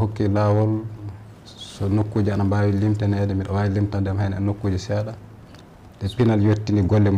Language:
Fula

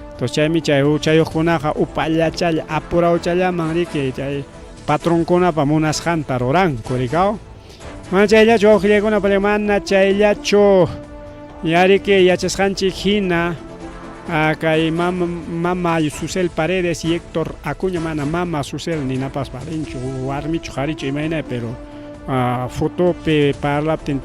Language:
Ayacucho Quechua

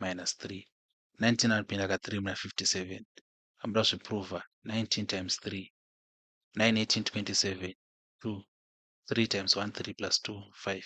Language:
Shona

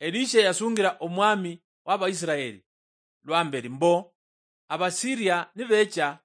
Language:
Luyia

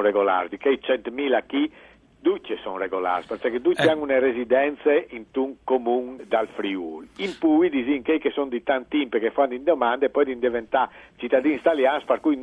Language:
Friulian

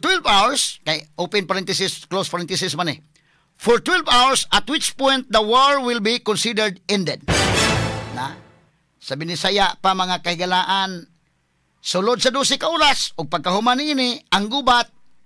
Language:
Cebuano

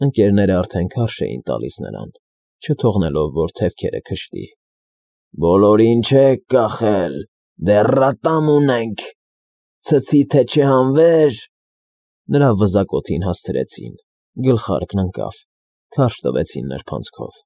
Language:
Armenian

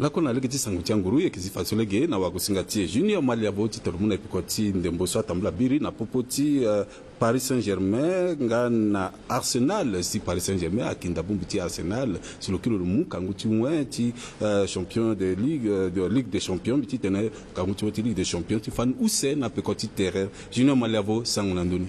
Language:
Sango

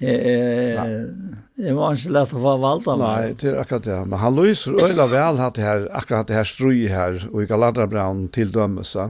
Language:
Faroese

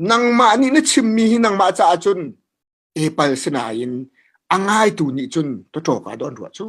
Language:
Hakha Chin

